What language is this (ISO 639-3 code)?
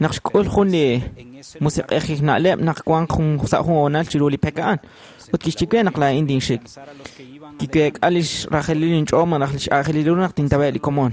kek